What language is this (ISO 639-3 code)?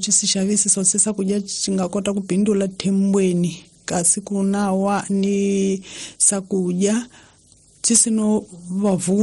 tso